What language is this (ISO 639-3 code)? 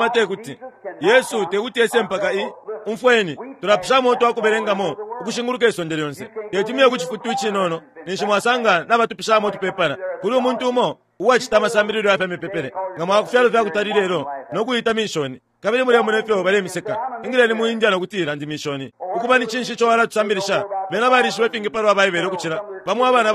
bem